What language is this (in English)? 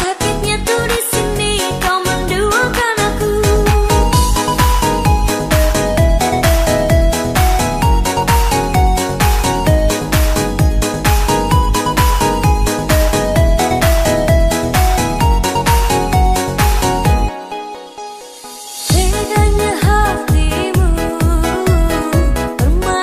Indonesian